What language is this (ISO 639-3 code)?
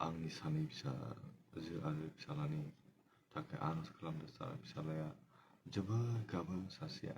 brx